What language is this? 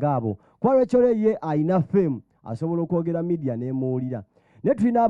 Ganda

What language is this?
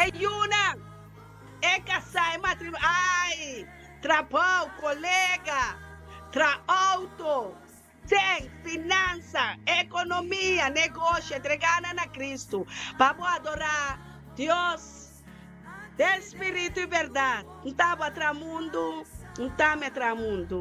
Papiamento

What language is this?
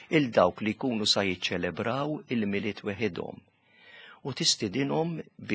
Maltese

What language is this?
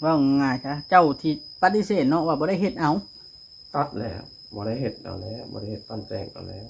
Northeastern Thai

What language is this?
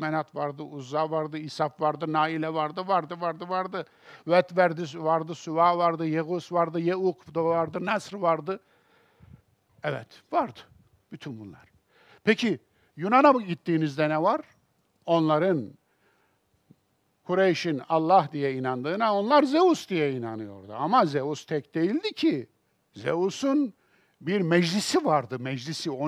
Turkish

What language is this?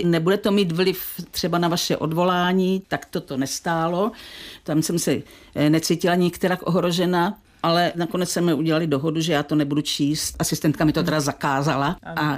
Czech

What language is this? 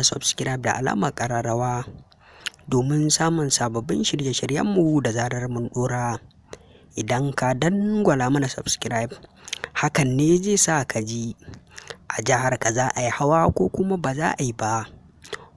Hausa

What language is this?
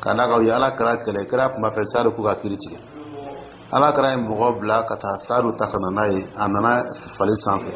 Dyula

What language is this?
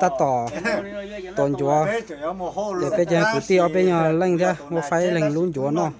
Hmong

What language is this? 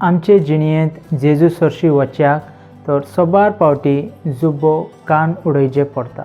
Konkani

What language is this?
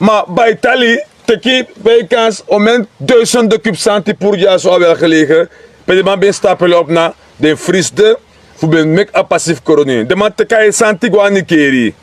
Sranan Tongo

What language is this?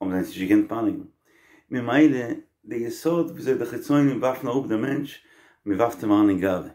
Yiddish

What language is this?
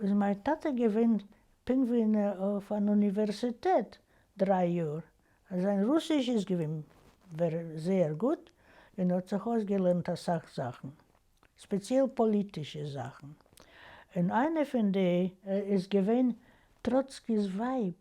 Yiddish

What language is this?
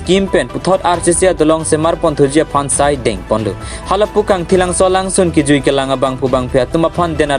Karbi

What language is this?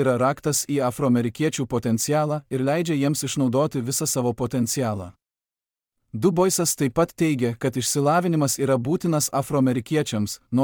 Lithuanian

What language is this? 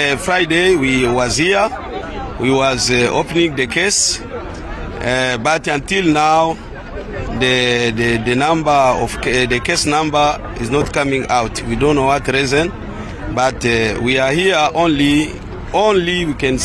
Venda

